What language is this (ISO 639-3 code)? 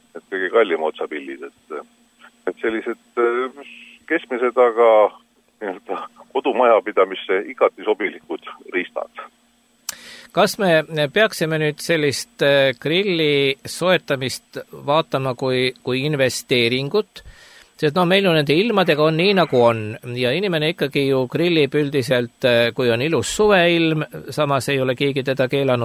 est